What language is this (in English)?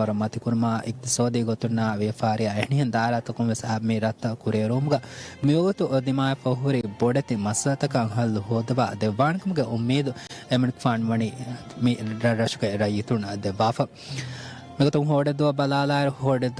Divehi